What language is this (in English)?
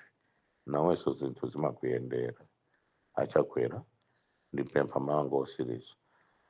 Nyanja